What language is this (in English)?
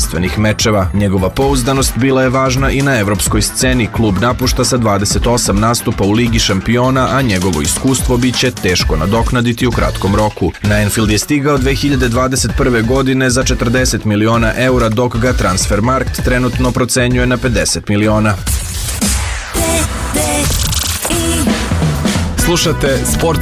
Serbian